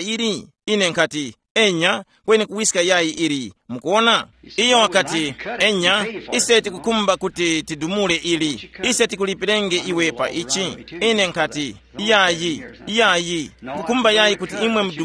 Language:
Tumbuka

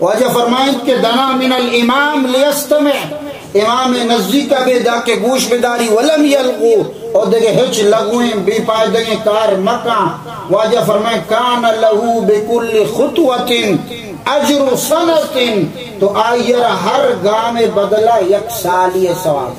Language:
Baluchi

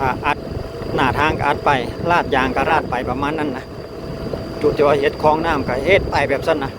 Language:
Lao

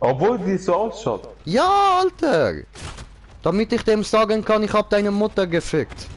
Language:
Swiss German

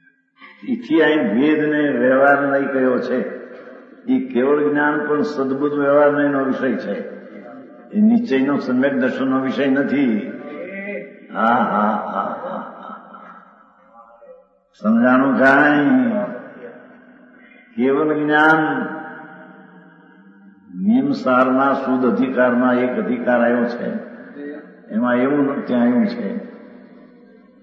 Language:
Gujarati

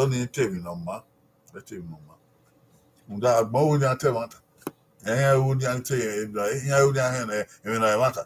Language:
Bini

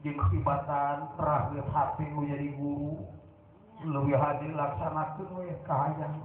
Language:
Sundanese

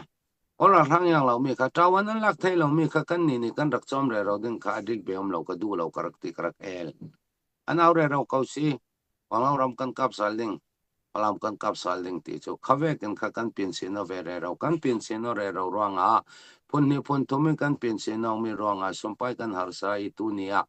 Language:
Falam Chin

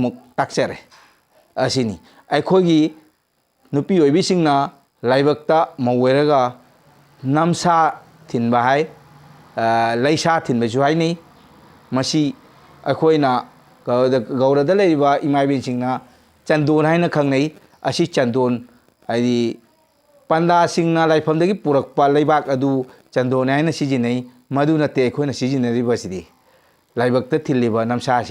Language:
Manipuri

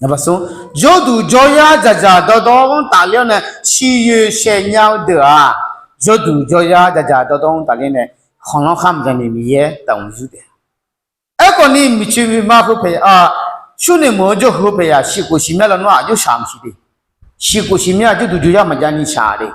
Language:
Akha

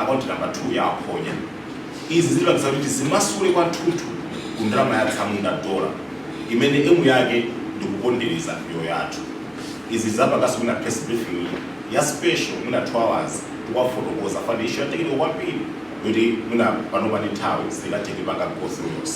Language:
Nyanja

